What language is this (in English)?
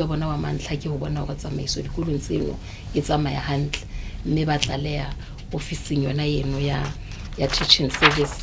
Southern Sotho